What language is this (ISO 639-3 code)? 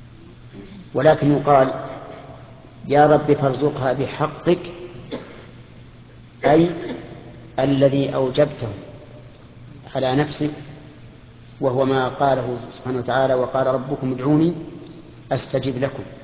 ara